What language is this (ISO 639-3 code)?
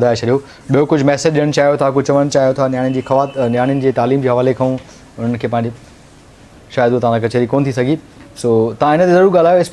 snd